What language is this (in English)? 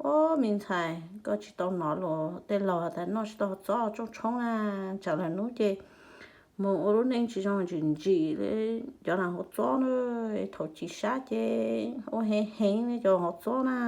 Hmong